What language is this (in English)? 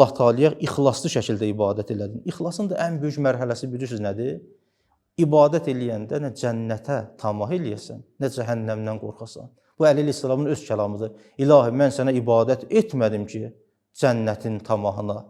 Azerbaijani